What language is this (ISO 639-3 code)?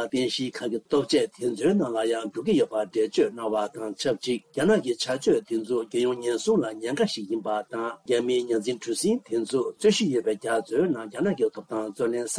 bod